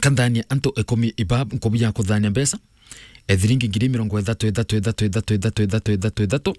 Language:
Meru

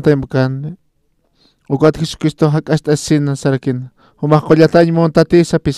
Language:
Aymara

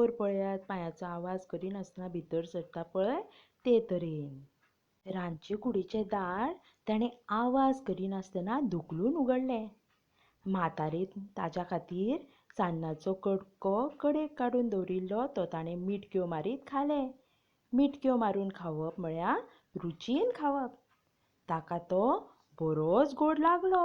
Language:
Konkani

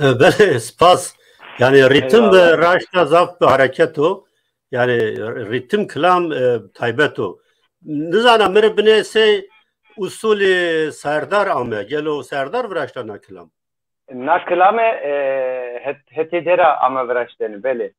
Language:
Zaza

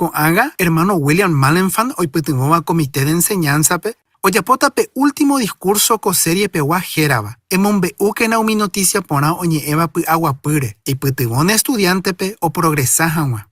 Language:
Guarani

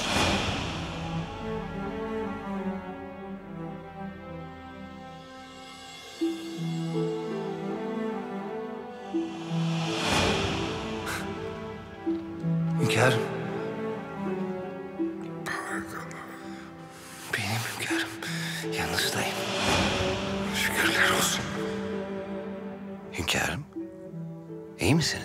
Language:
Turkish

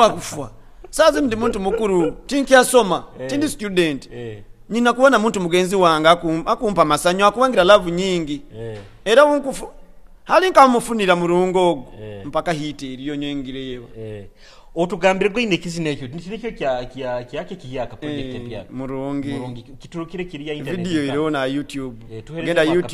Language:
Nyoro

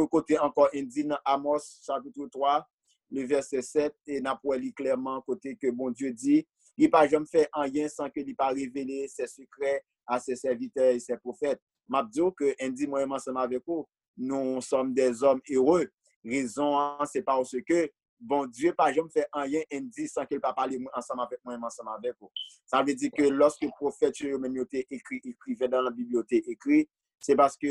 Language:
Haitian Creole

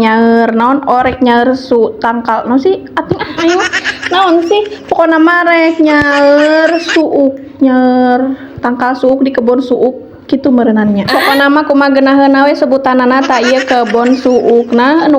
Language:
Sundanese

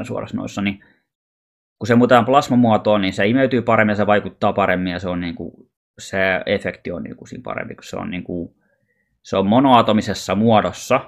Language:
Finnish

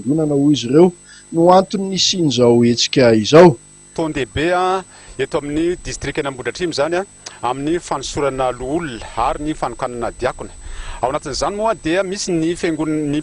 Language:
Malagasy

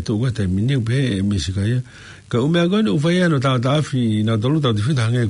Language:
Tongan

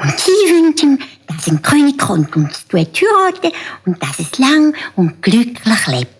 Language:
Swiss German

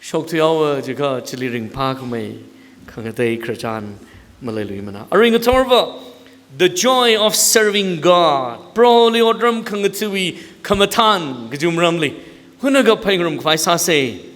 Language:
Tangkhul Naga (India)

